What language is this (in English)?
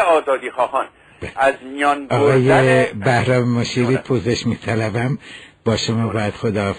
Persian